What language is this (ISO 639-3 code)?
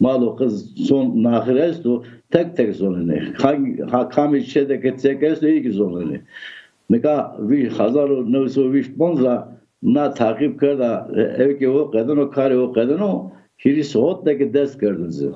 zza